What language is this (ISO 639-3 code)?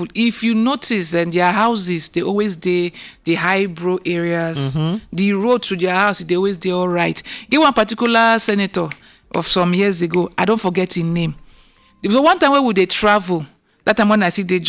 pcm